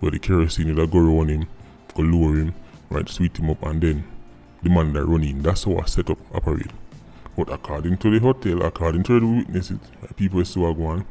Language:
Jamaican Creole English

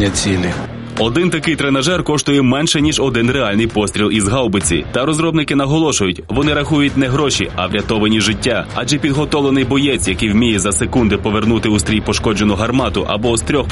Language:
Ukrainian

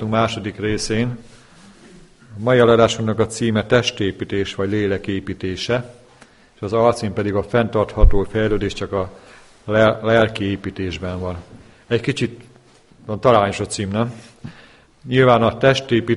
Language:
Hungarian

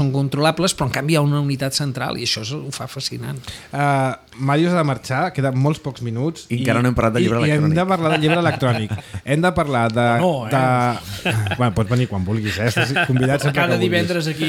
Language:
Catalan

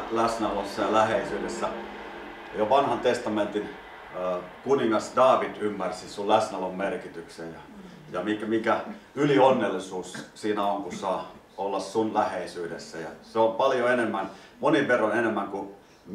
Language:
Finnish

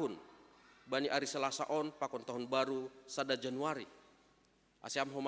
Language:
Batak Simalungun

